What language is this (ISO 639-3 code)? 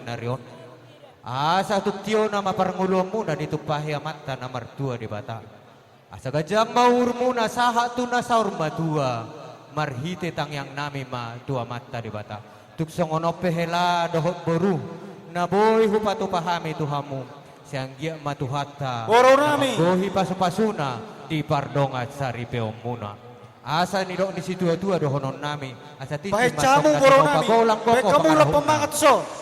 bbc